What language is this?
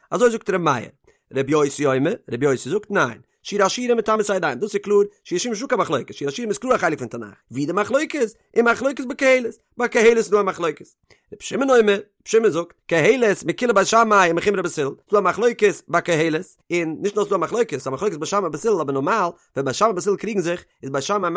Yiddish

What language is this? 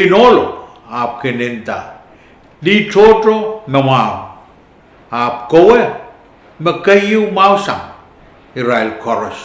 Pohnpeian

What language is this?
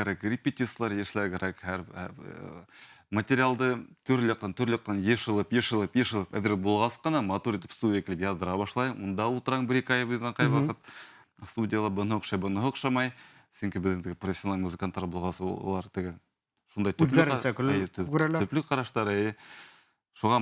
Bashkir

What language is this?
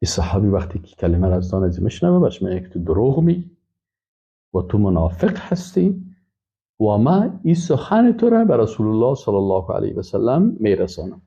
Persian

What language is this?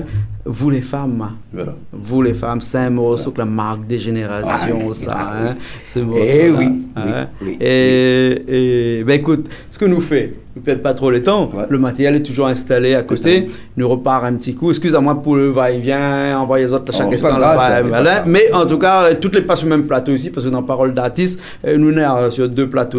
Réunion Creole French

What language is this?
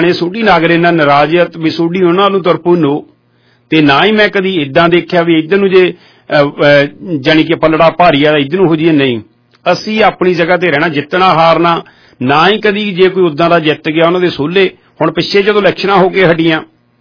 Punjabi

